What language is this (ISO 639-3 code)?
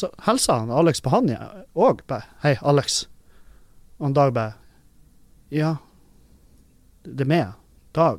nor